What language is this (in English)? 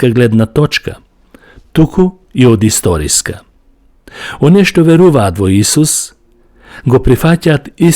Macedonian